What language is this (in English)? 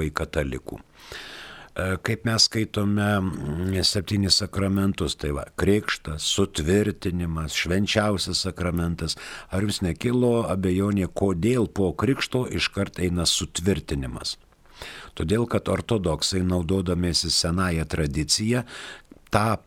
Lithuanian